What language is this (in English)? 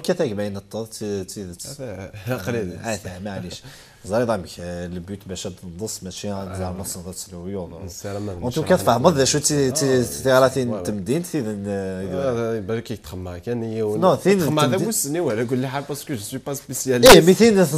Kabyle